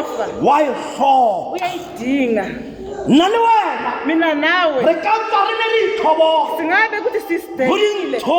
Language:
Tswana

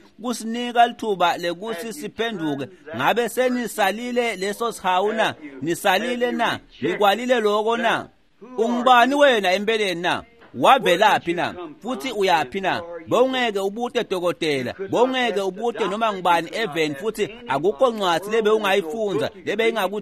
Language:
Swati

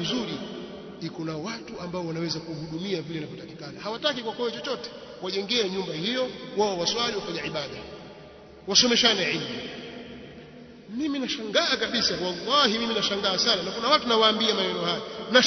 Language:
Swahili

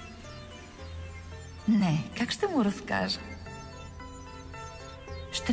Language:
Bulgarian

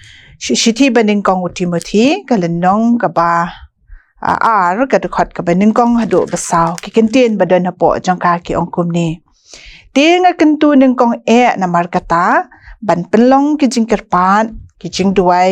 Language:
Khasi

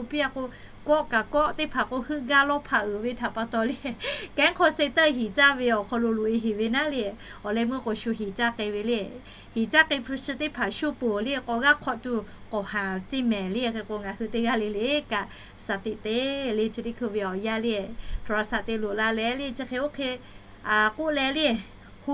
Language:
Lahu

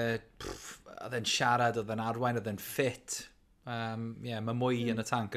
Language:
Welsh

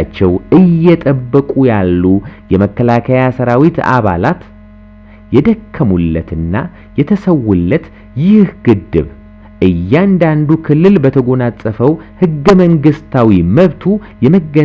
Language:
Amharic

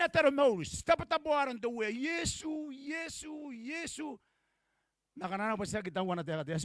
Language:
Gilbertese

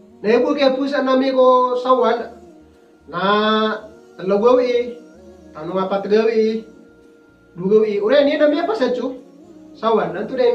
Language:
Maranao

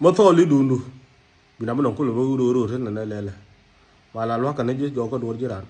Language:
Nuer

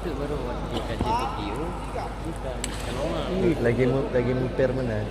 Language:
Achinese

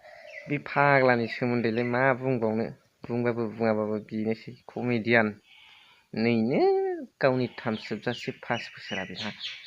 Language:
Bodo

